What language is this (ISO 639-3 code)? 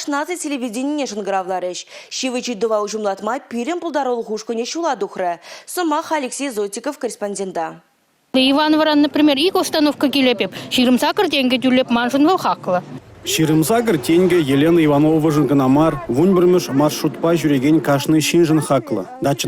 chv